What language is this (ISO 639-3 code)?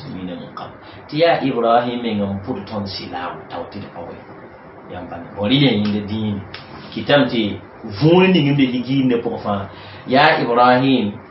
mos